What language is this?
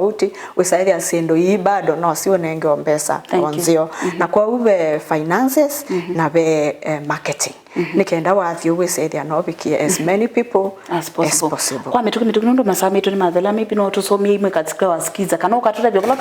Kamba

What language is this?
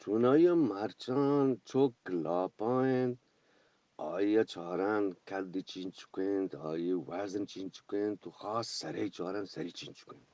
Eastern Balochi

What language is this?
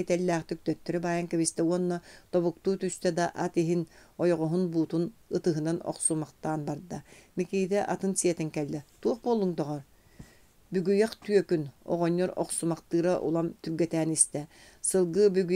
Yakut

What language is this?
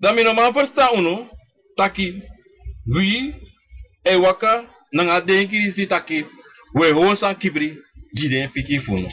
Sranan Tongo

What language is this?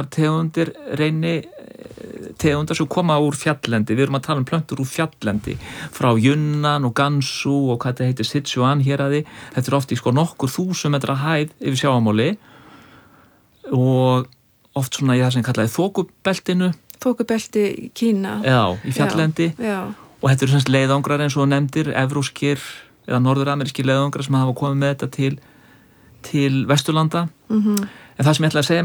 Icelandic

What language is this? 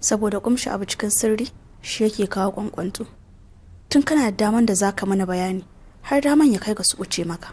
Hausa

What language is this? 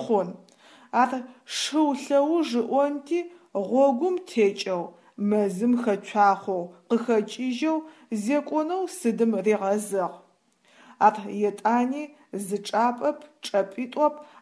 Adyghe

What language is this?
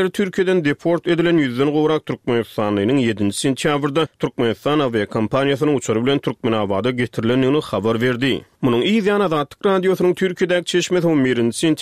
Turkmen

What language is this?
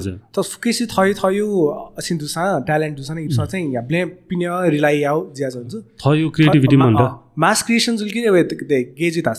Newari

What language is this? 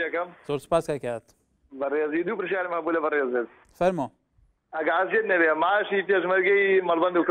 Central Kurdish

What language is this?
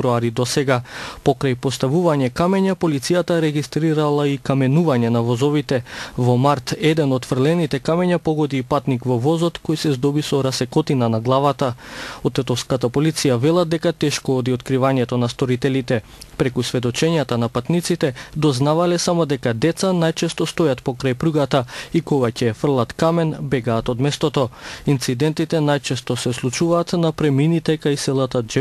Macedonian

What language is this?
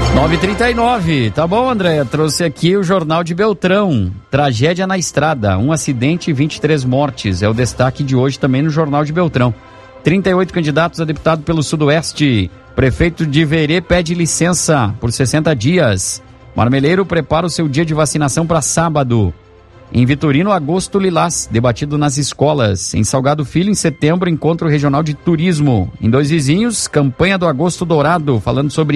Portuguese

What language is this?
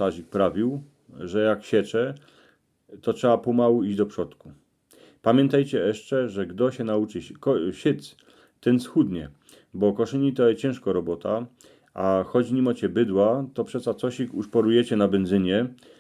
Silesian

